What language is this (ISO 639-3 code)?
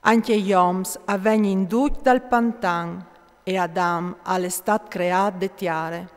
fur